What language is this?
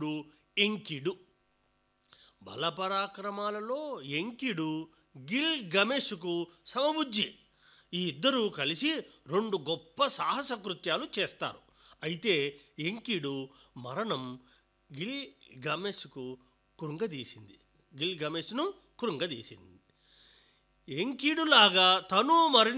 Telugu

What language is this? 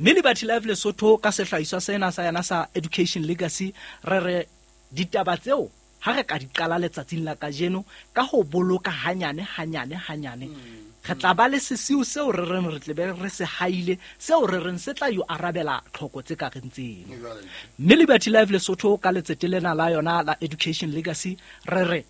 Southern Sotho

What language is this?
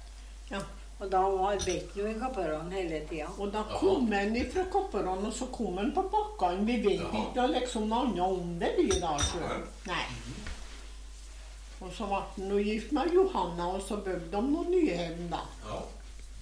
Norwegian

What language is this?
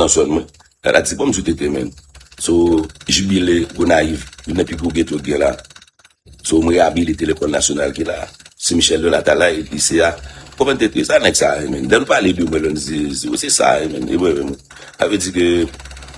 Haitian Creole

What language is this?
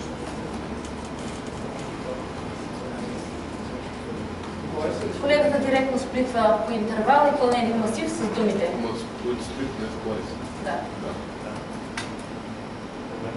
Bulgarian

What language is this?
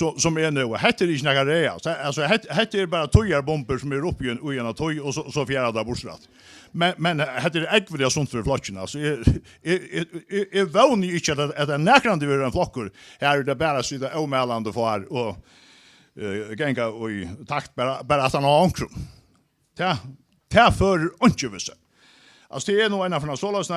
Faroese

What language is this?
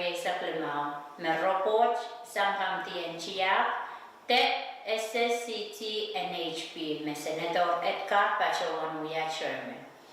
Pohnpeian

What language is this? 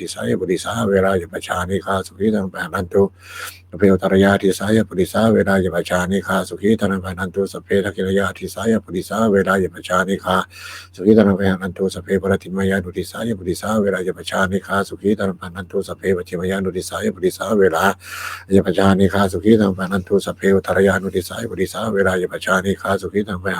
Pali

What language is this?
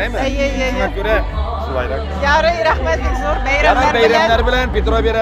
Tatar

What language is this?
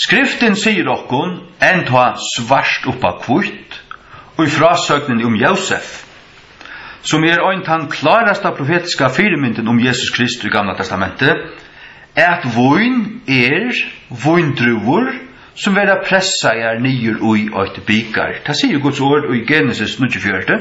Faroese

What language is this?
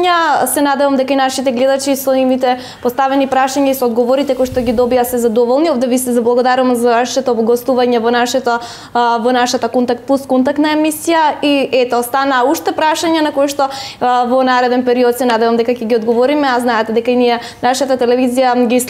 Macedonian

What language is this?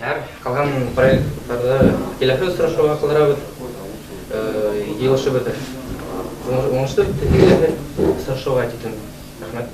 Bashkir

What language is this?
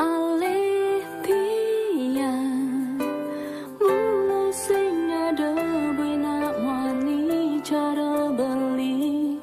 Balinese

